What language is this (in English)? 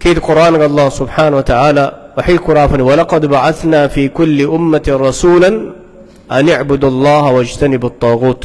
Divehi